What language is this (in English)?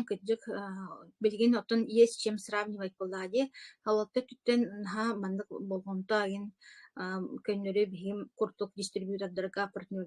Yakut